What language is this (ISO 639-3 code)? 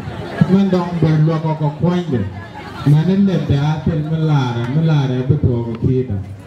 nus